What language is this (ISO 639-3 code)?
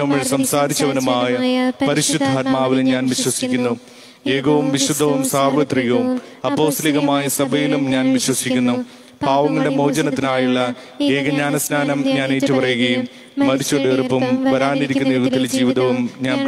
mal